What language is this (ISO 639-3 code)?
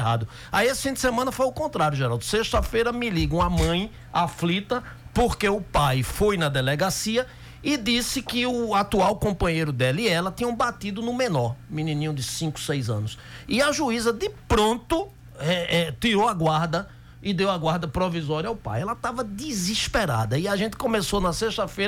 por